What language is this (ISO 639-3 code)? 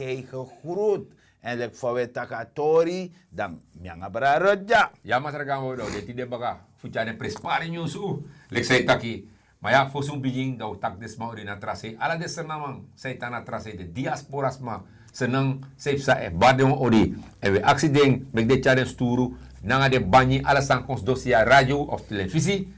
srn